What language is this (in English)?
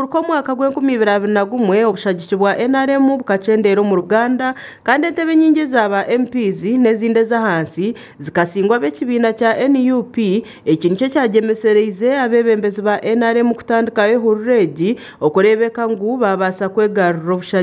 Nyankole